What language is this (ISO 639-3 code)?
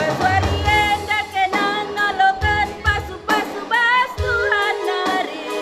btx